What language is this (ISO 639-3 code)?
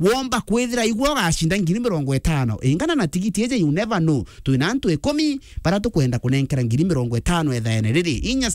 mer